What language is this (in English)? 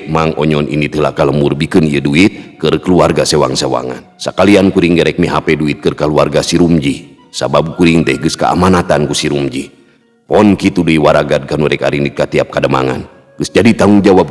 Sundanese